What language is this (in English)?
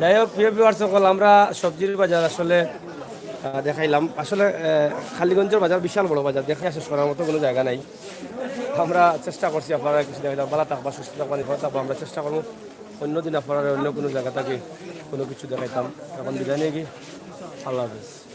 Sylheti